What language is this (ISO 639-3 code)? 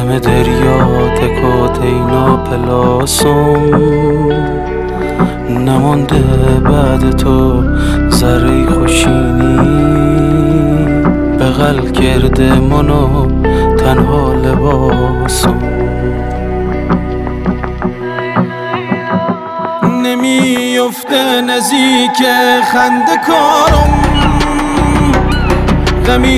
fas